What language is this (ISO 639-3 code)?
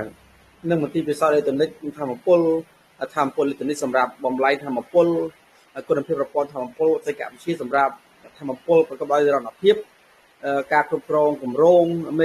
khm